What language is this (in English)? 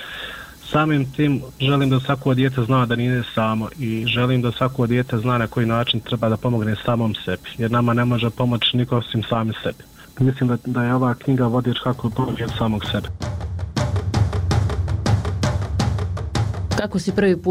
Bosnian